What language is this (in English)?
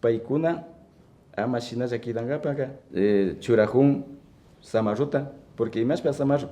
Imbabura Highland Quichua